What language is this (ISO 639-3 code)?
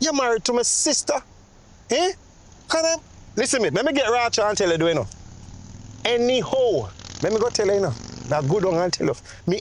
jam